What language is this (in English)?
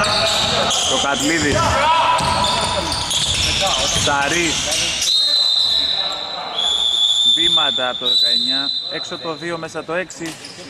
Greek